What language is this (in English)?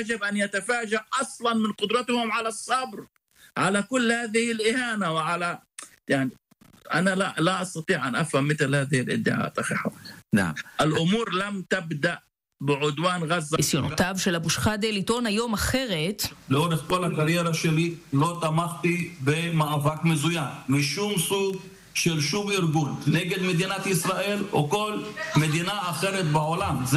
Hebrew